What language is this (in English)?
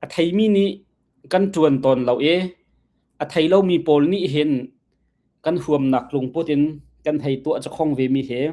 Hakha Chin